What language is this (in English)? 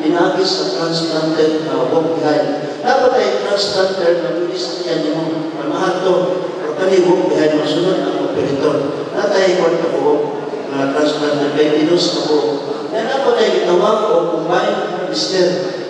Cebuano